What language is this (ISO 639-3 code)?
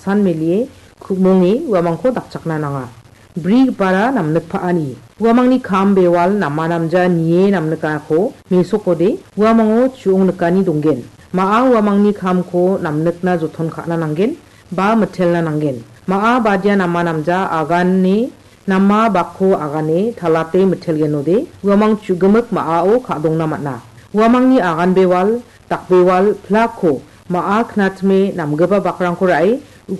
grt